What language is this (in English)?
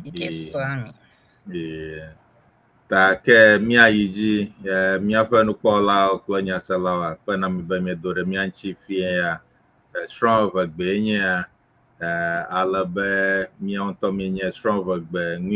Ewe